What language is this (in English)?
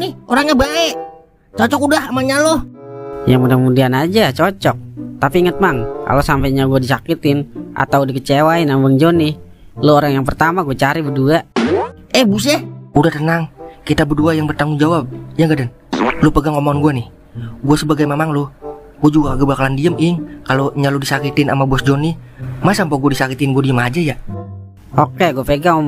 Betawi